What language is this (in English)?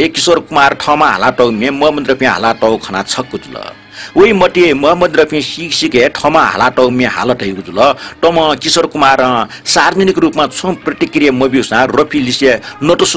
Newari